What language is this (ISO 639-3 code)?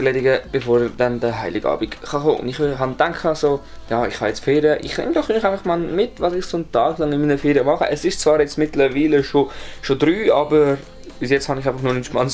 gsw